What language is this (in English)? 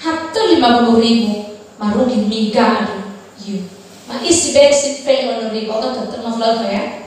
Nias